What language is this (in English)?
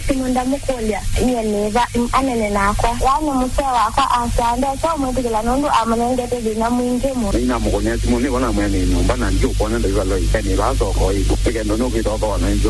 Kamba